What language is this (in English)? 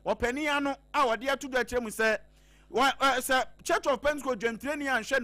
Akan